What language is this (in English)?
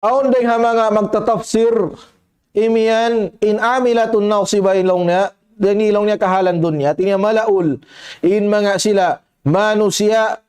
Tausug